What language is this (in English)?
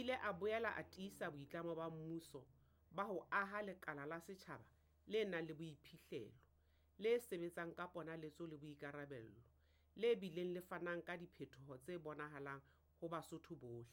Southern Sotho